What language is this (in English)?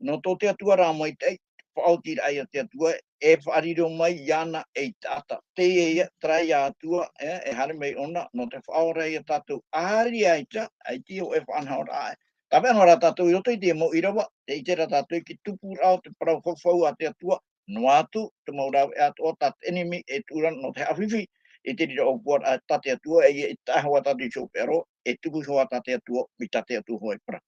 Tahitian